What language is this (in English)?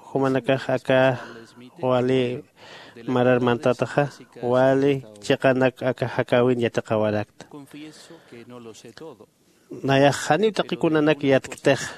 Aymara